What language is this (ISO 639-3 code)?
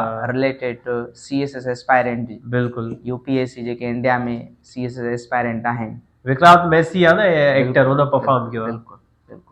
snd